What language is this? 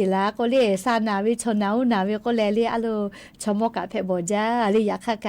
Lahu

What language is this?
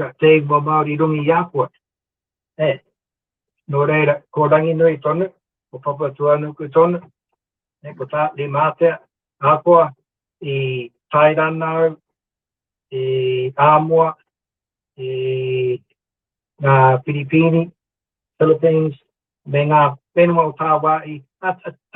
Māori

